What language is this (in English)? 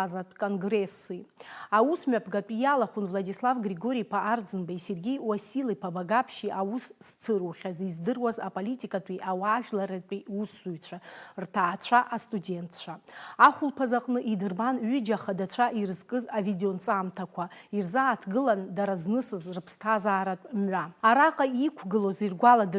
Abkhazian